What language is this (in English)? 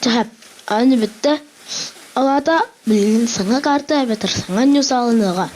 Yakut